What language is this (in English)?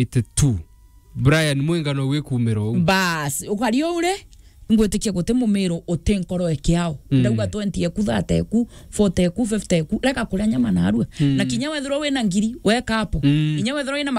Meru